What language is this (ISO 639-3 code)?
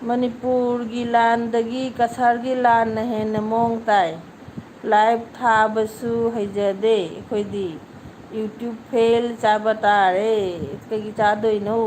mni